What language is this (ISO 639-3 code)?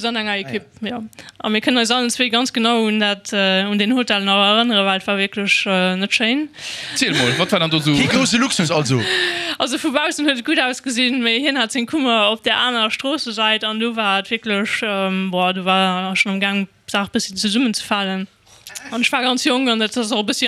ltz